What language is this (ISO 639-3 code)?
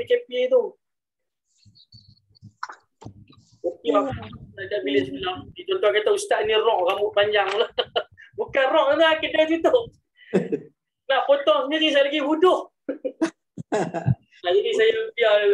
msa